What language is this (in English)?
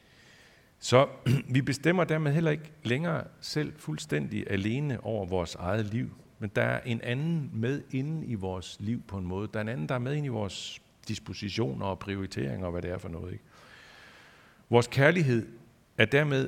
Danish